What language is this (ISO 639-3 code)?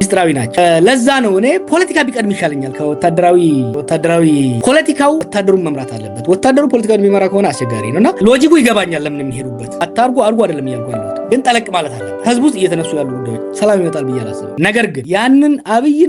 amh